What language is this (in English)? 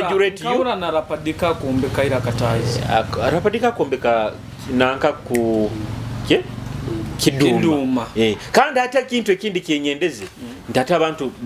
Nyoro